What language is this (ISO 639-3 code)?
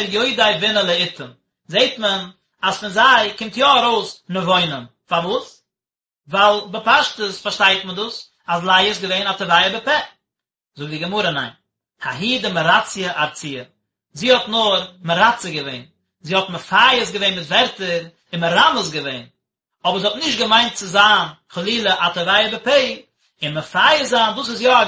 yid